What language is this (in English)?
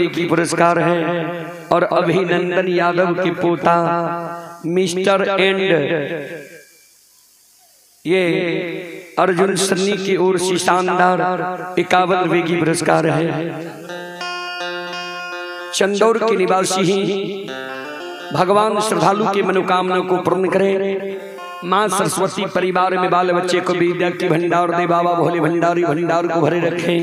Bhojpuri